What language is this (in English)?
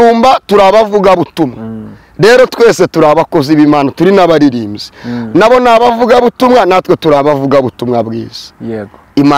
Kinyarwanda